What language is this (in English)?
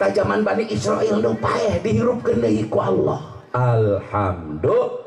Sundanese